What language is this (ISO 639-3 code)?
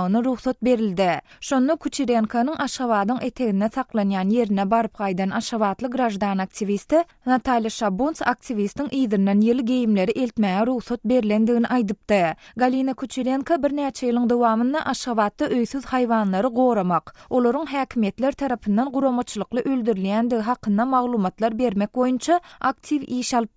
tuk